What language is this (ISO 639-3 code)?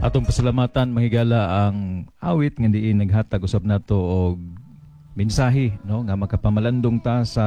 ceb